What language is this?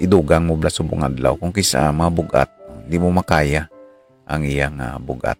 Hiligaynon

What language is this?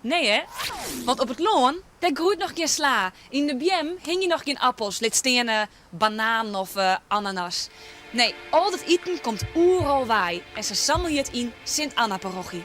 Western Frisian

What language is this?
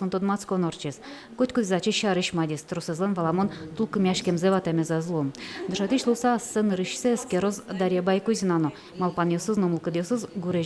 Udmurt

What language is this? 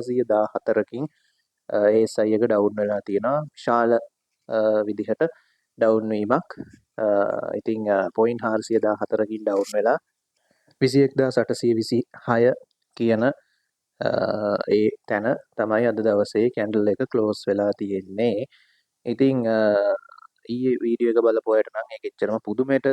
Sinhala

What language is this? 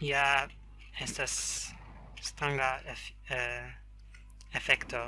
Esperanto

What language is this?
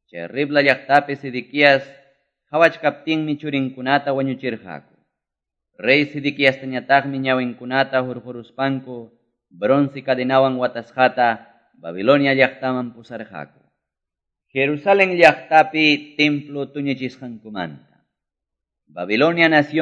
Quechua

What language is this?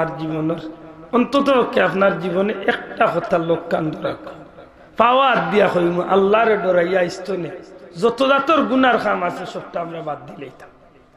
Sylheti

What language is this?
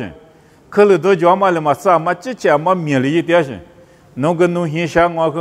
Lisu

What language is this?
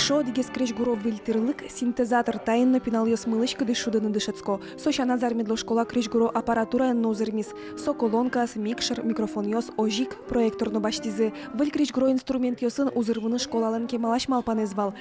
Udmurt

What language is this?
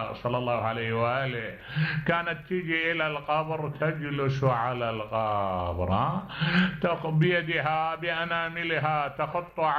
Mesopotamian Arabic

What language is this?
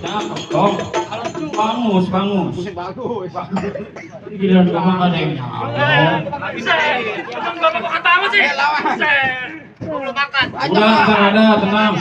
Betawi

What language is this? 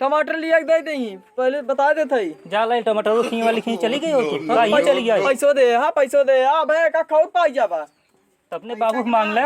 Awadhi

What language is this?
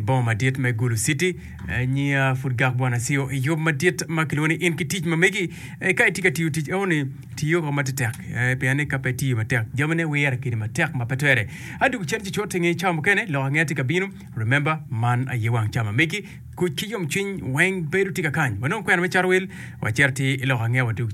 Acoli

